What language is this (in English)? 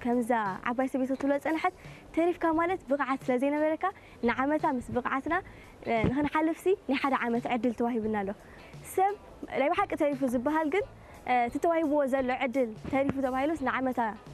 Tigrinya